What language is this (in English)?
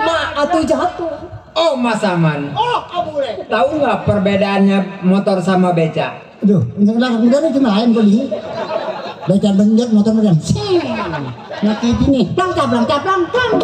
Betawi